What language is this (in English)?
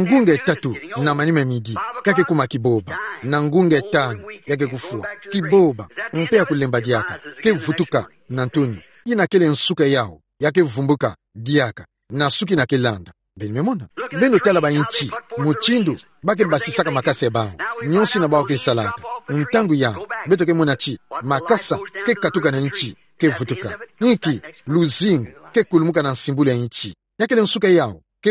Kituba (Democratic Republic of Congo)